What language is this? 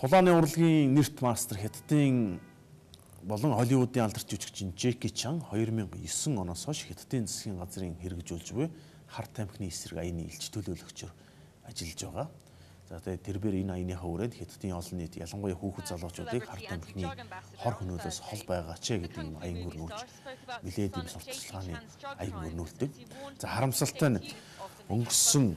Mongolian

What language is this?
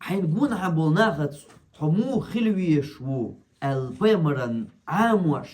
Chechen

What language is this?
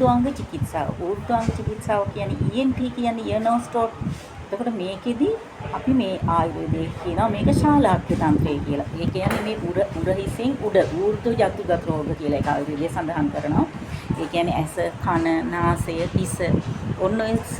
Sinhala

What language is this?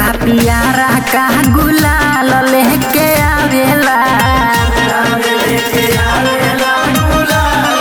Bhojpuri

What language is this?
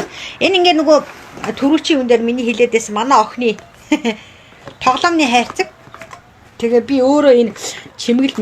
Mongolian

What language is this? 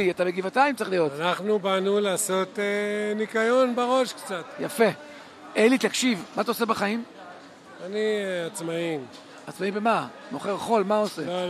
Hebrew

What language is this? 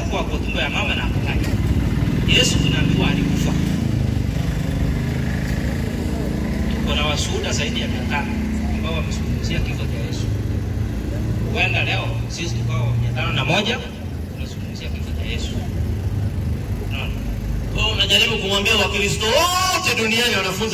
Swahili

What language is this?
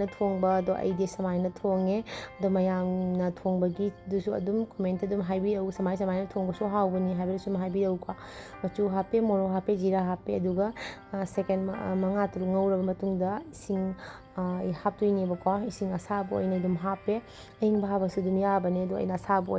Manipuri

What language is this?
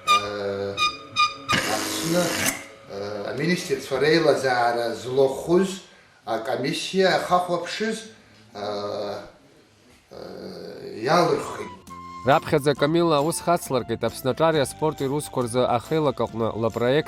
Abkhazian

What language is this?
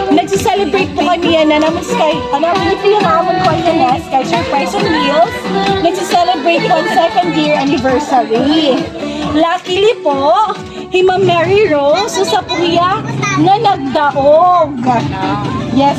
Waray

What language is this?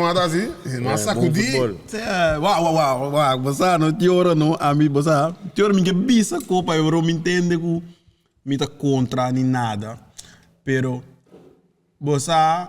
Papiamento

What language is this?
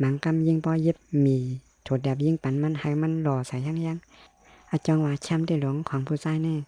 Shan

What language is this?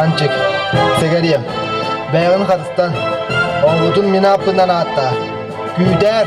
Yakut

